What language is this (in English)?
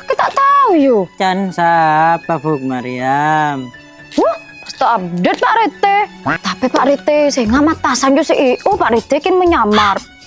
Madurese